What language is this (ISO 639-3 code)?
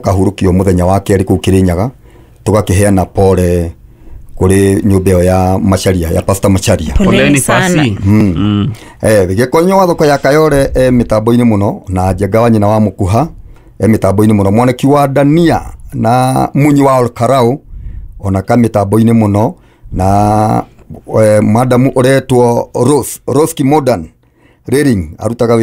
kik